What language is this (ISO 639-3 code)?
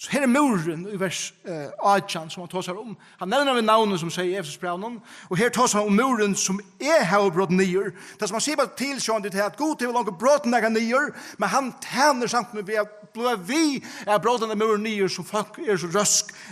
fao